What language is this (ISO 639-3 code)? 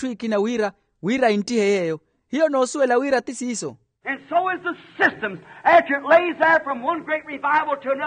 vmw